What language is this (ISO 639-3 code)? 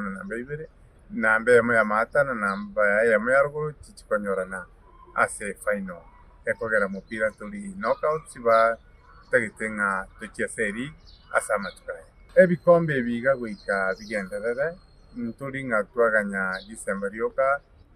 guz